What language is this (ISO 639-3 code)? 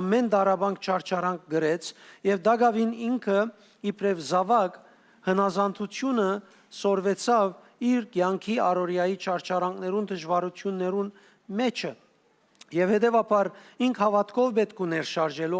hyw